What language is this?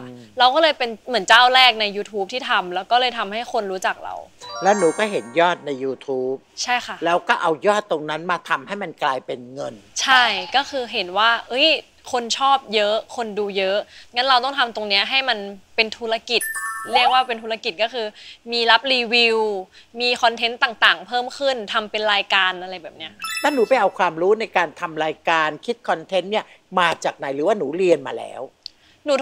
Thai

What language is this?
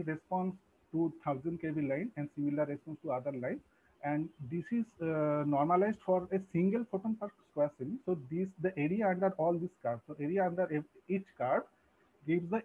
English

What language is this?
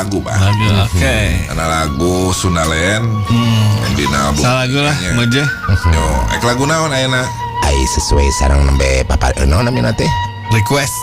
Sundanese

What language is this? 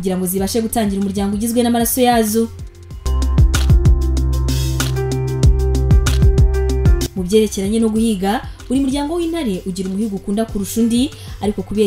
Kinyarwanda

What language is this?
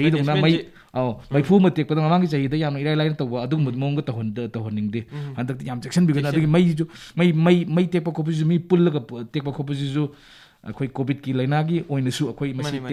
Manipuri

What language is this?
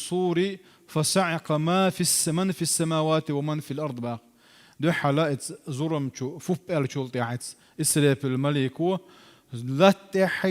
Chechen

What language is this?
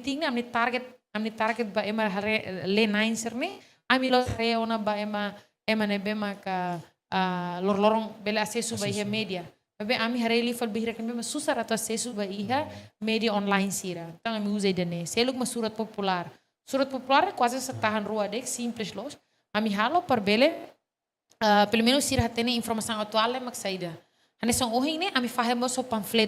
Tetum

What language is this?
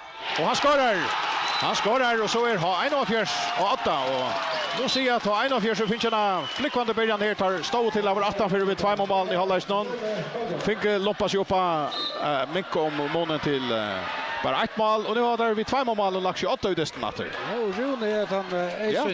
Faroese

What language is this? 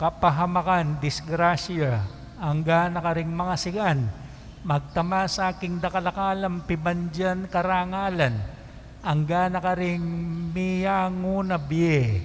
Pampanga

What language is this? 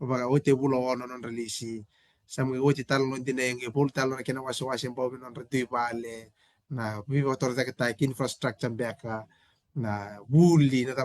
Fijian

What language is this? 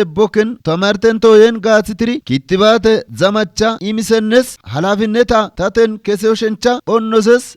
Kafa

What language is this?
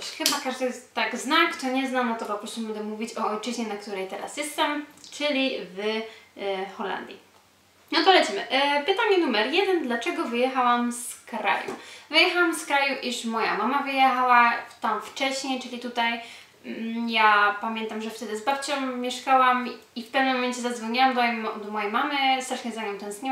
Polish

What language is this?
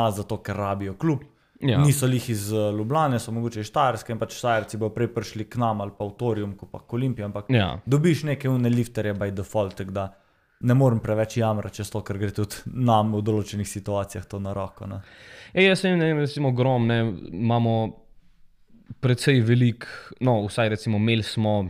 Slovenian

